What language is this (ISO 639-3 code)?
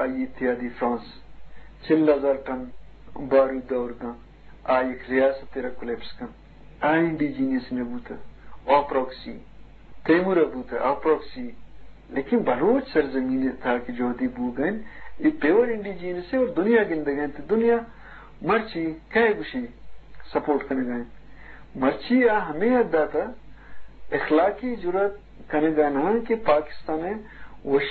bgp